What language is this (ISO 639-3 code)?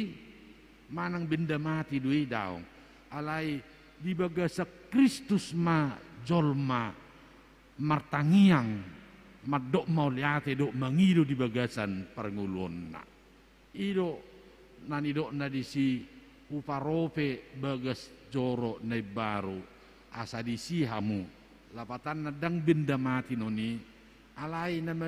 bbc